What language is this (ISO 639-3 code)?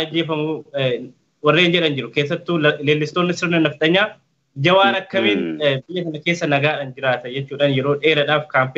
orm